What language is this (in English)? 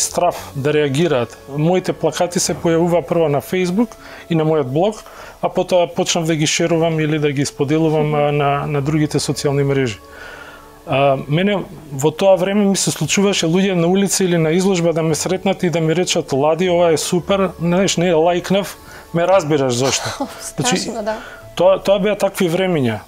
Macedonian